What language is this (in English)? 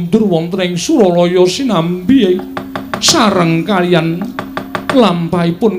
Javanese